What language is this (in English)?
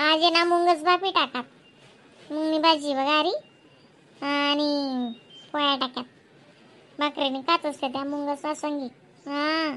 Khandesi